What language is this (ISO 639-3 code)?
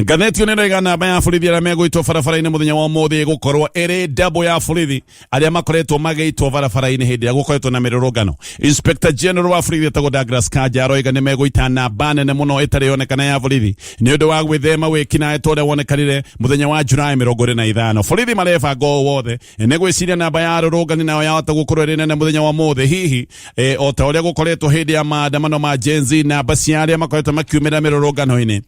kik